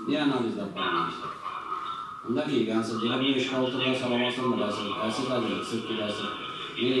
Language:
Tatar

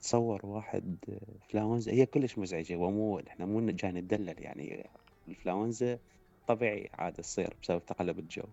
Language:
Mesopotamian Arabic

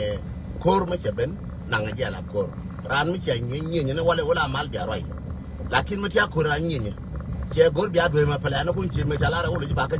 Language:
Nuer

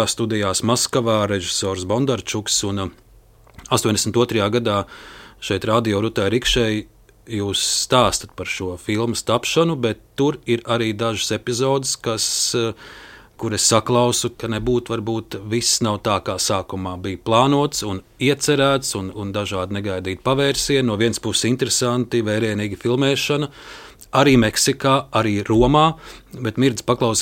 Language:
Latvian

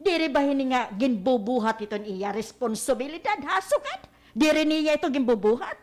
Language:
Waray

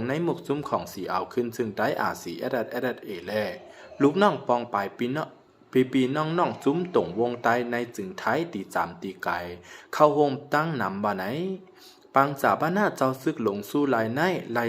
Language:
Shan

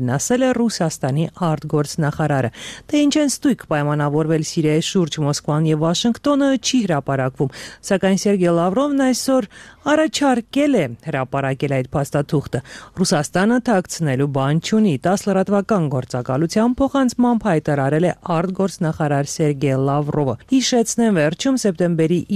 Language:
Armenian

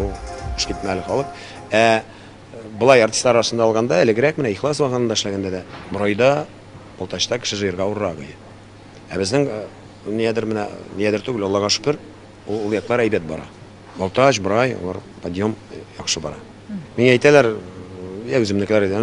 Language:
Tatar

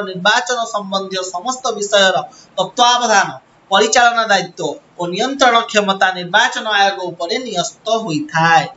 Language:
Odia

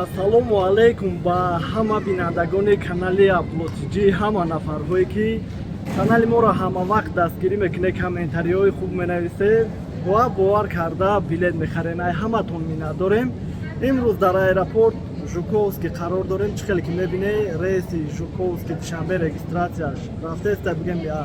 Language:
Tajik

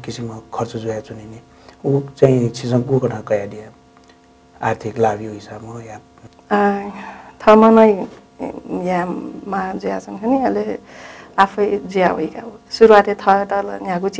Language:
Newari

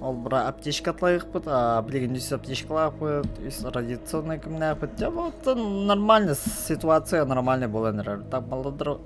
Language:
Yakut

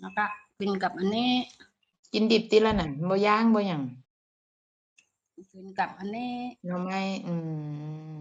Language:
Northeastern Thai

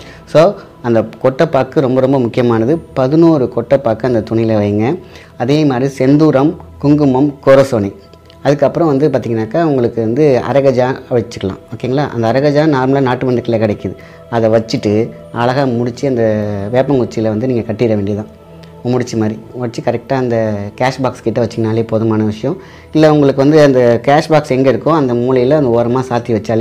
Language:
Tamil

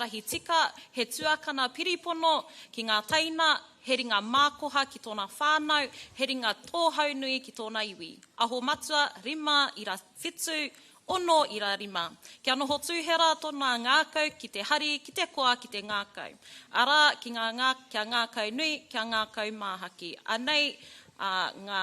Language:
Māori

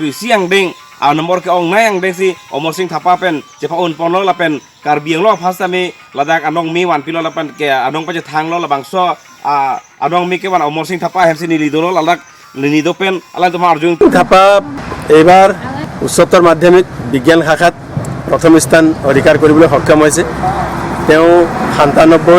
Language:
Karbi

